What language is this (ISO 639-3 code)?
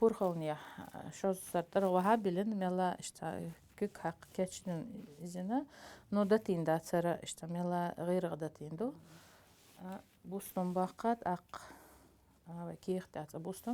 che